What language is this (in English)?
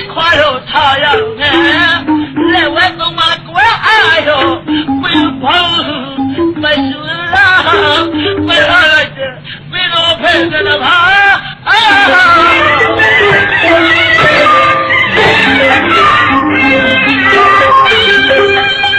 Burmese